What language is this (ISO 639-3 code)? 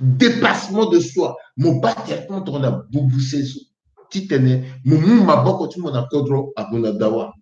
sag